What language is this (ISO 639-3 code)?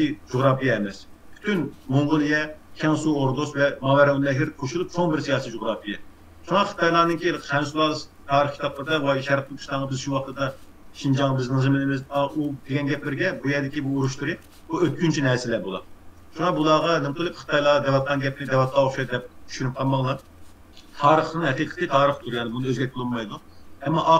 uig